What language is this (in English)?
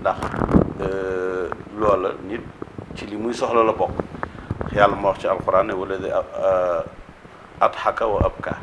Wolof